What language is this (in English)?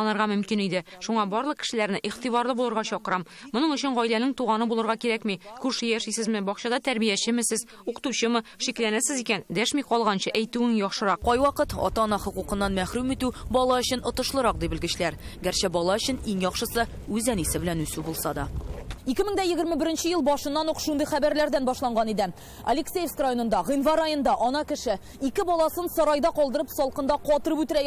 Tatar